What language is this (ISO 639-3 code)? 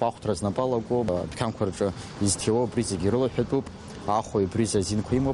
abk